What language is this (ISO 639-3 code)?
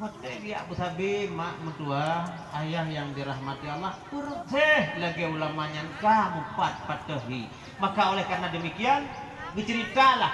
ace